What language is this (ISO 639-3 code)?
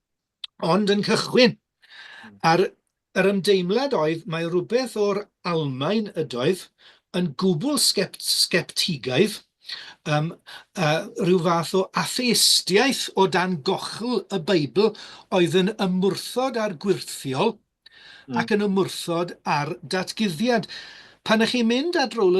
cym